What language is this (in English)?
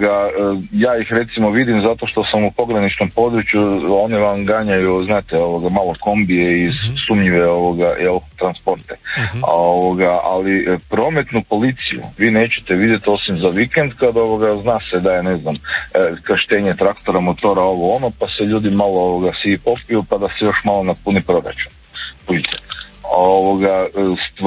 Croatian